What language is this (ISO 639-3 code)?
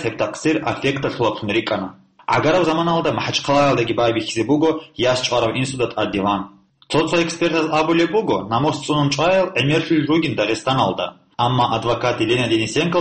ava